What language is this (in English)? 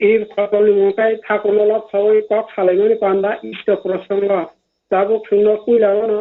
Kok Borok